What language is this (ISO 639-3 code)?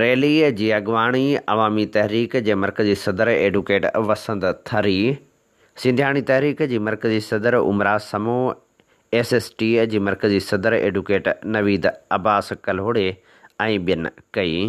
snd